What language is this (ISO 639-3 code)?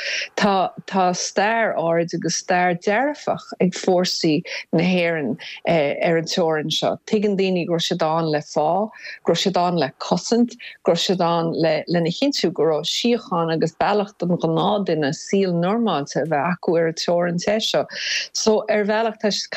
gle